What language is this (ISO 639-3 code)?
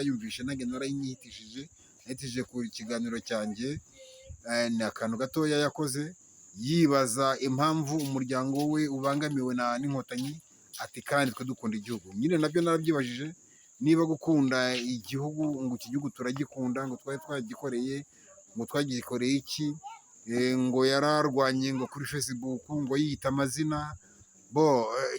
kin